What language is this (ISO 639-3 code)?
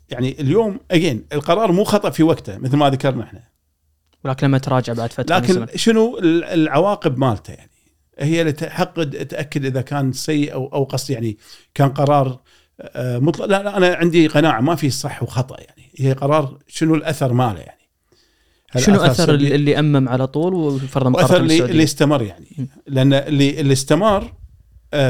afb